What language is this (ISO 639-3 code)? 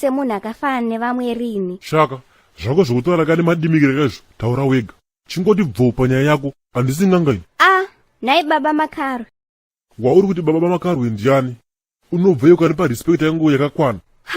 sna